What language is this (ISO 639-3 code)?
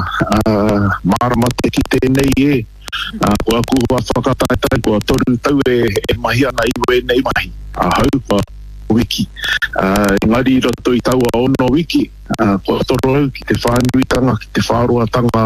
mri